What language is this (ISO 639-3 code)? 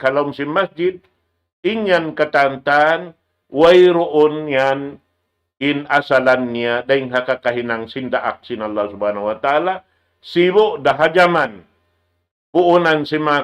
tsg